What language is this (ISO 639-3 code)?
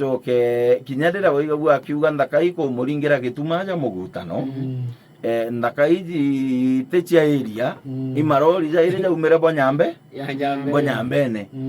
mer